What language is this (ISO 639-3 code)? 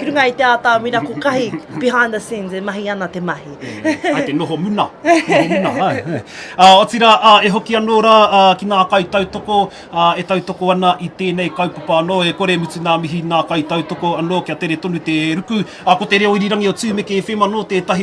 mri